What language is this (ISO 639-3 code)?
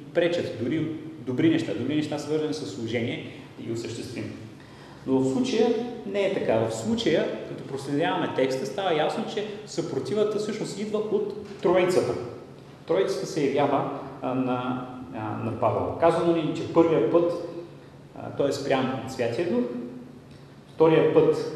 bul